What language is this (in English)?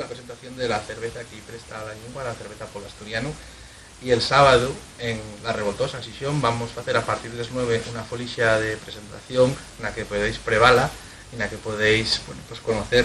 Asturian